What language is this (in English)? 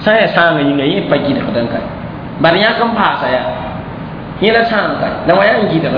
Mossi